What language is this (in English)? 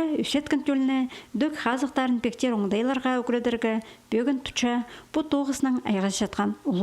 Khakas